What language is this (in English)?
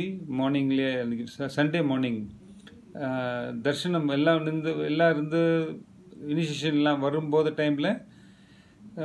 Tamil